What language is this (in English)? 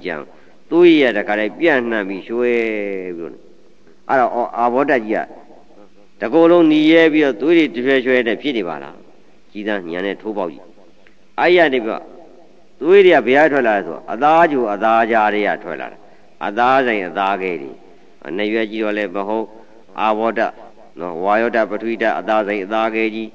Burmese